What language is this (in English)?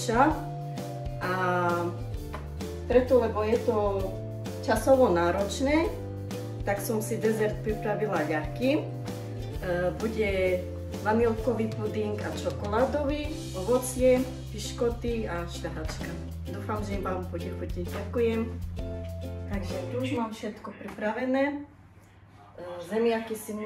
Slovak